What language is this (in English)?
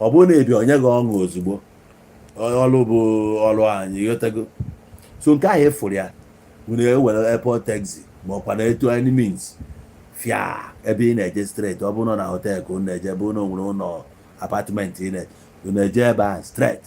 Igbo